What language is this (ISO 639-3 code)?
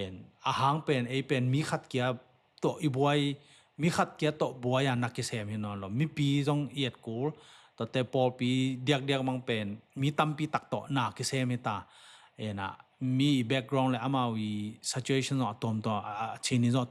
ctd